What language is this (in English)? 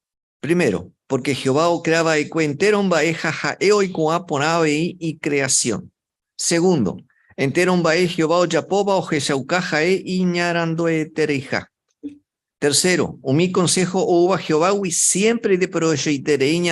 Guarani